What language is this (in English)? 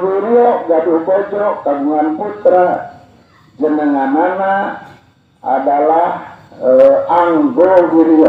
Sundanese